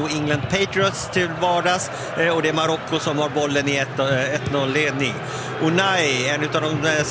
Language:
Swedish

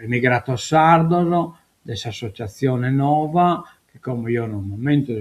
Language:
Sardinian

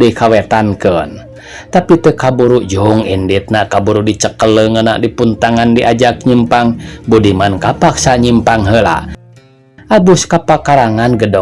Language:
Sundanese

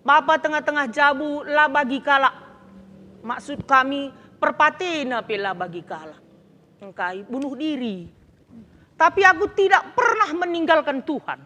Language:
Batak Karo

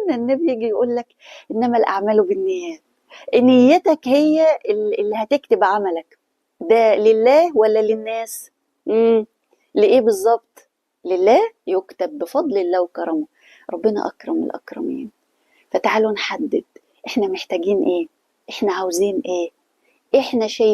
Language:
Egyptian Arabic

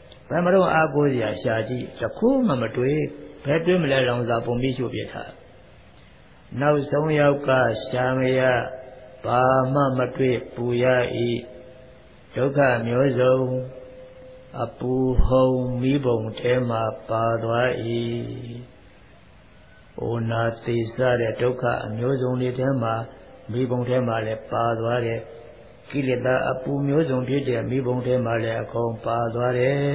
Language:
Burmese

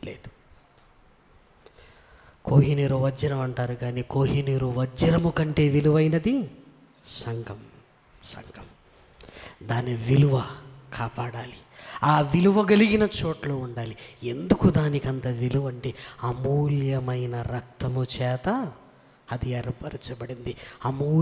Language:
Telugu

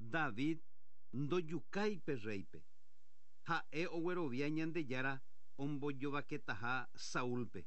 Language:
Guarani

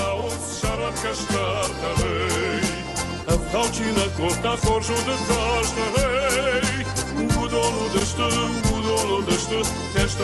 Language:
Ossetic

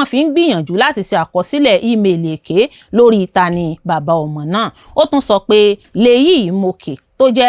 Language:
Yoruba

